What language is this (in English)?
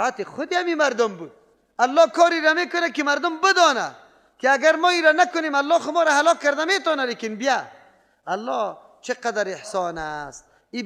Persian